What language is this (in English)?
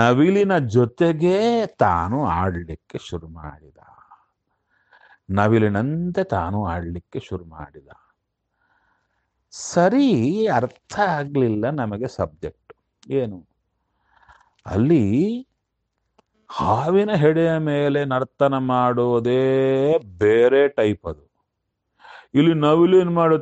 Kannada